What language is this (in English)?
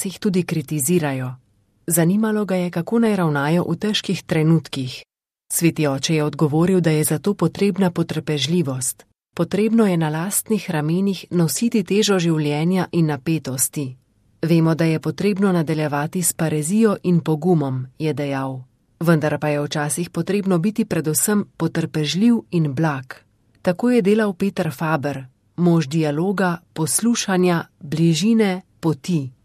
Slovenian